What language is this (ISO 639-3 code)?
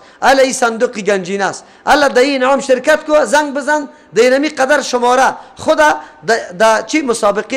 fas